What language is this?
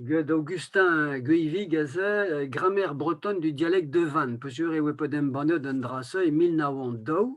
Breton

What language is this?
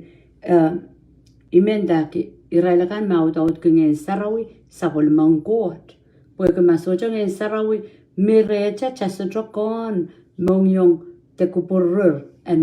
Pohnpeian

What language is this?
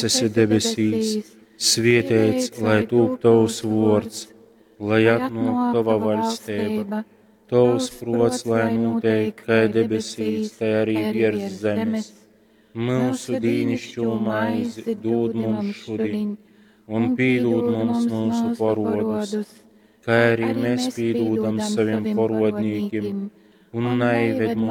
Latgalian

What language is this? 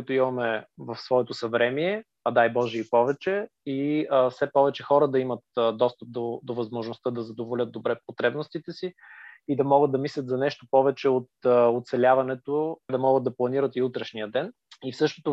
Bulgarian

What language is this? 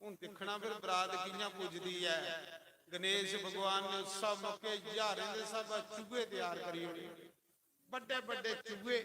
Dogri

